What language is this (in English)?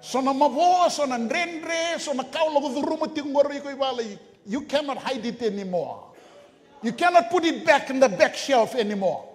Fijian